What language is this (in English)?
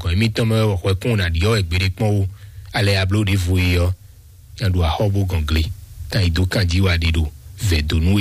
Fon